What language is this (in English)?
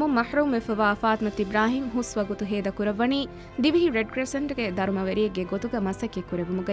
Divehi